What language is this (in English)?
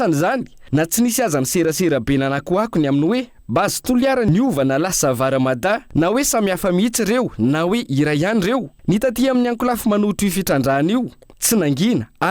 Malagasy